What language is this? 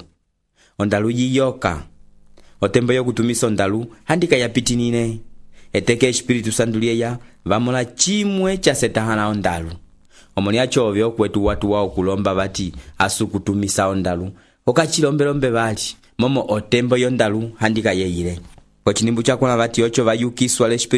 Umbundu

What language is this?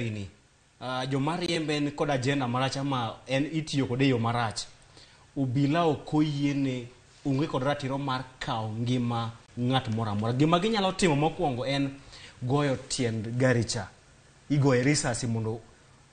Luo (Kenya and Tanzania)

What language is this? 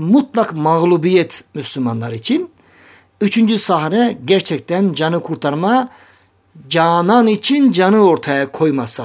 Turkish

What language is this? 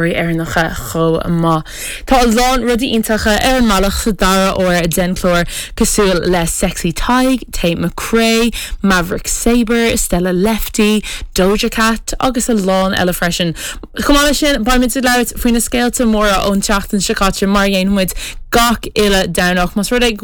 Irish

